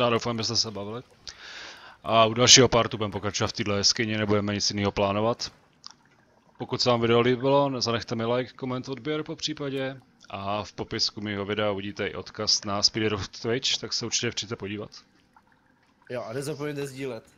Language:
Czech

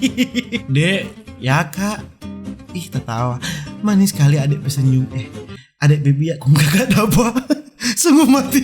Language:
Manado Malay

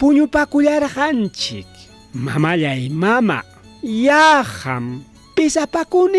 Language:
Ayacucho Quechua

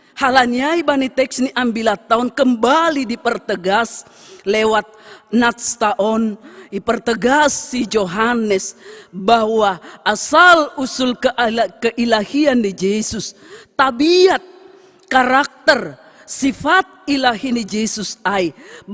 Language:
Batak Simalungun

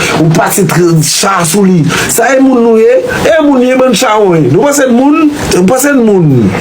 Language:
Haitian Creole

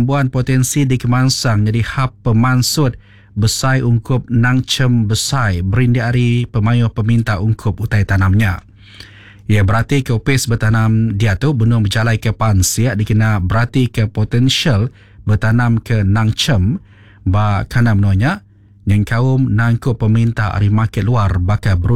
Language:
Iban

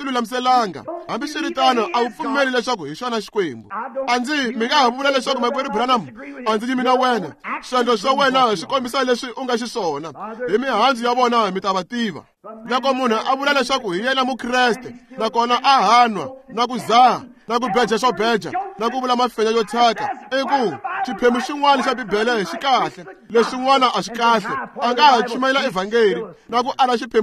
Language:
Tsonga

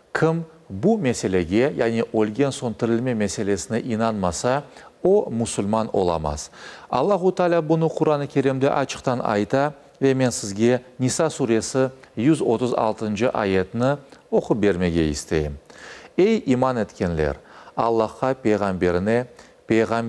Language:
Crimean Tatar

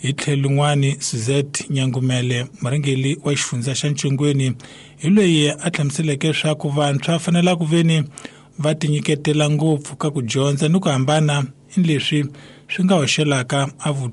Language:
Tsonga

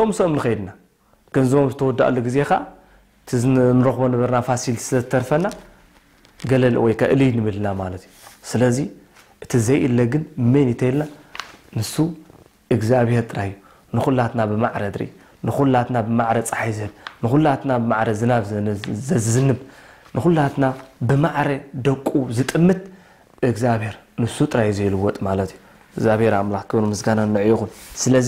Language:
Tigrinya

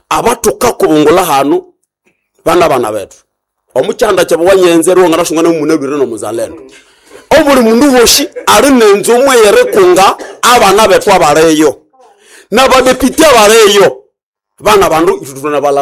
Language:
Nande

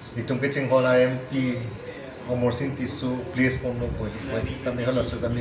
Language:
Karbi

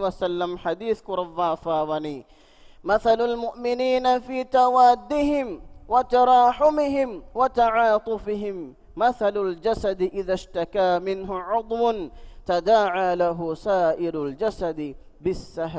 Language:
Divehi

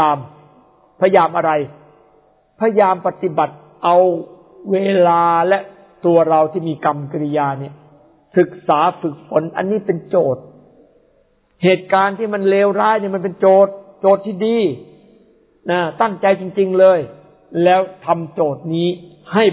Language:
Thai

